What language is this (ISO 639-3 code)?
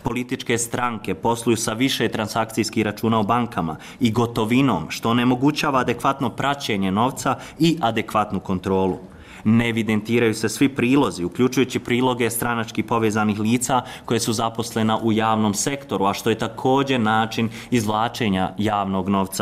bos